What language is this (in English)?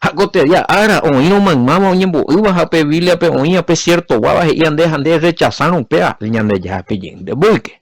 Guarani